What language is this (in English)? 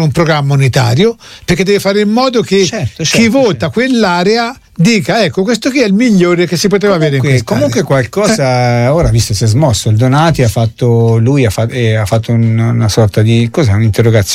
Italian